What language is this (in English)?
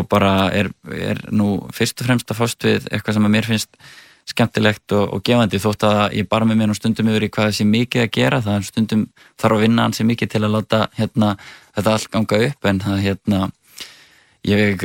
Icelandic